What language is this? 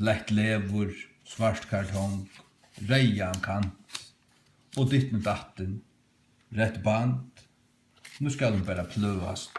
Faroese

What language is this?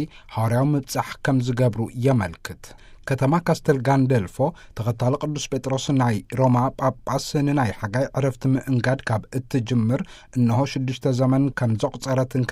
Tigrinya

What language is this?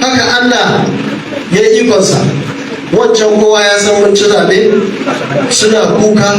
Hausa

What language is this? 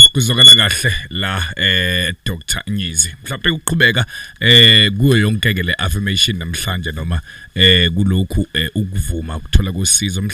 Zulu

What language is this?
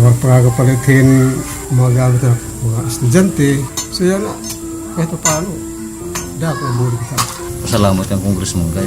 Waray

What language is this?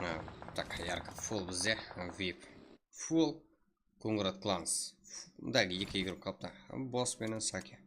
Kara-Kalpak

